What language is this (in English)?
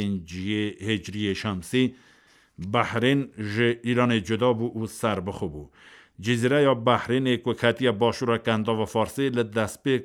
Kurdish